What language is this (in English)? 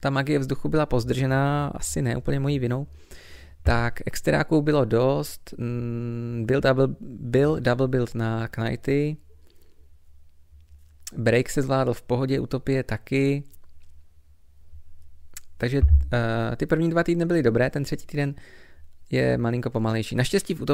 Czech